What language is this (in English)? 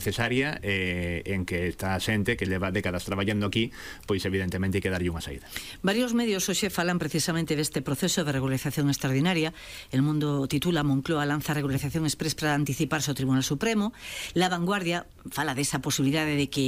Galician